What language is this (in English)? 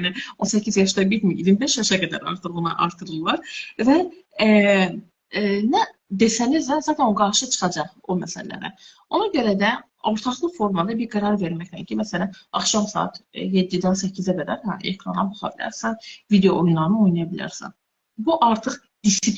Azerbaijani